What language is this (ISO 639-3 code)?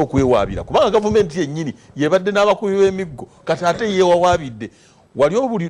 lug